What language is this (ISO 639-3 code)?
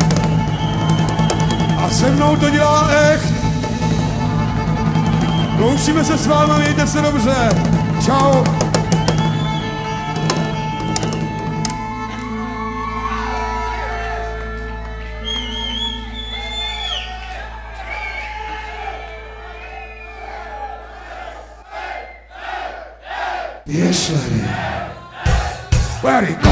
ces